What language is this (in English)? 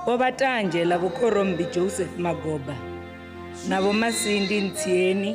Venda